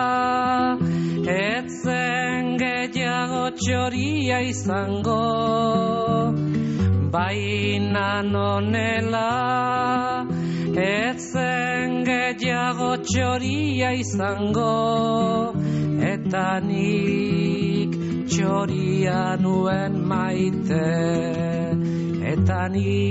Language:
Basque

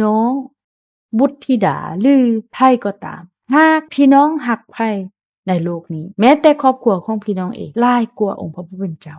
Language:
Lao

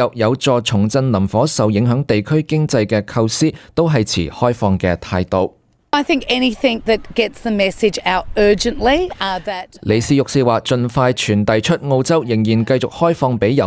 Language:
Cantonese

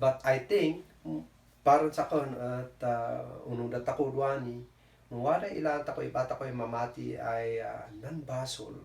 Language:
Kankanaey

